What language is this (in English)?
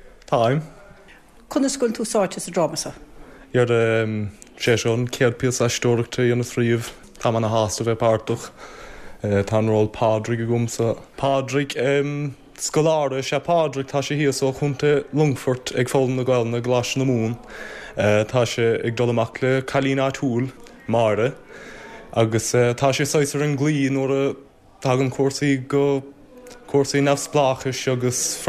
Irish